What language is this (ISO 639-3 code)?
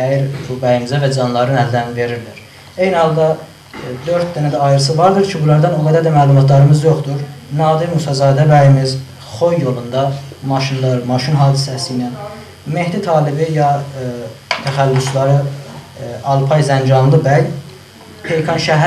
azb